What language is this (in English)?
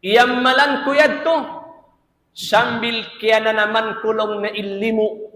Tausug